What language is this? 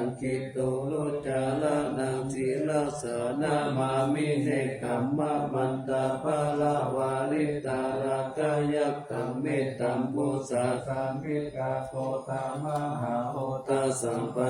Pali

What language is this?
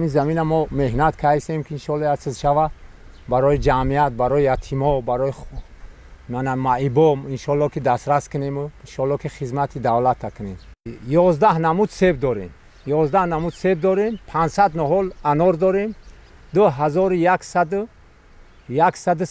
Tajik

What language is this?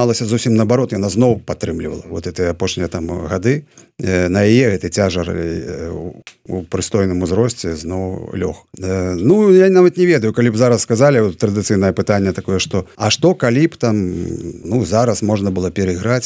Belarusian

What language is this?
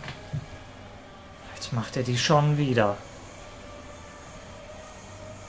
German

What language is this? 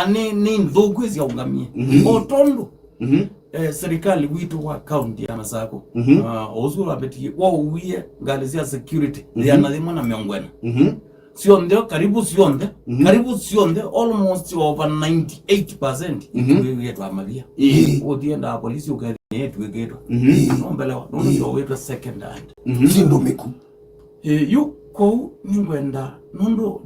Kamba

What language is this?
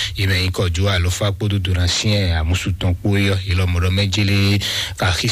Fon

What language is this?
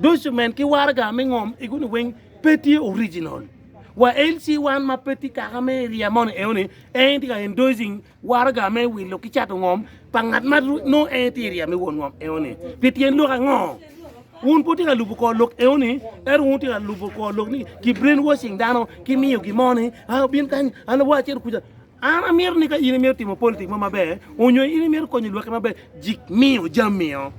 Acoli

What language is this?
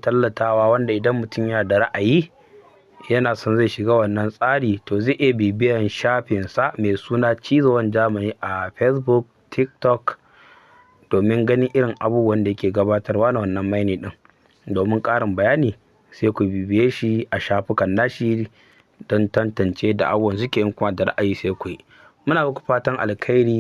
Hausa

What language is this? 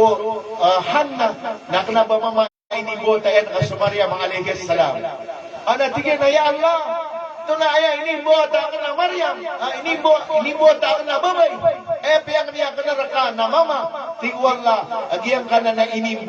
Maranao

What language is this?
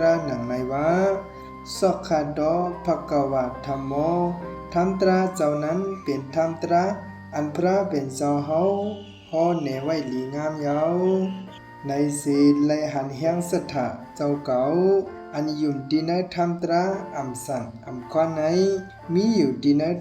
Shan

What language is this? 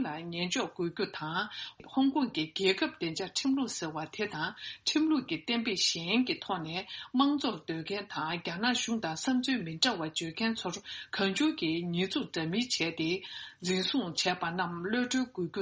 Tibetan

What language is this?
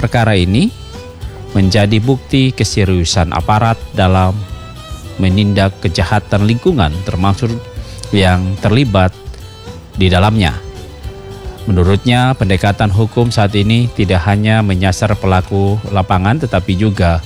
Indonesian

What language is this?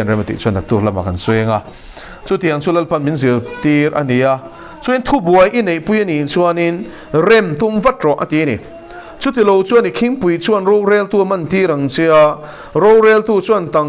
Mizo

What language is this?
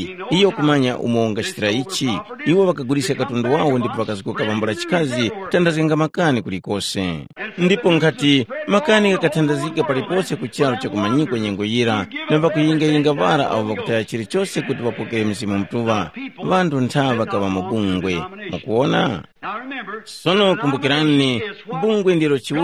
Tumbuka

